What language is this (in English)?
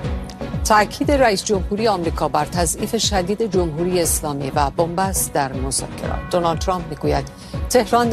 Persian